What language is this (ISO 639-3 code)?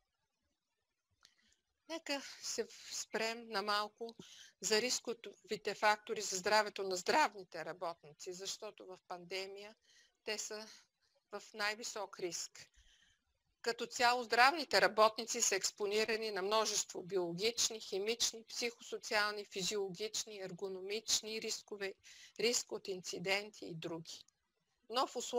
bul